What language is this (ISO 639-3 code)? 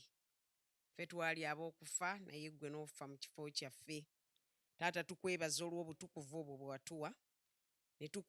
lug